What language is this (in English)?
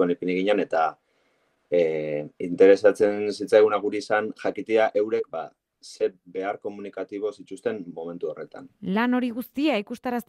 Basque